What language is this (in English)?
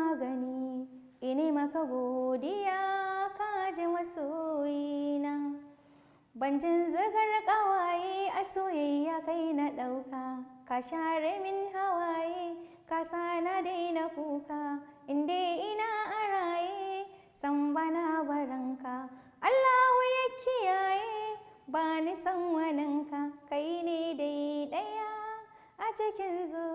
Hausa